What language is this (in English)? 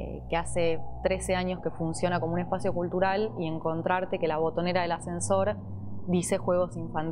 Spanish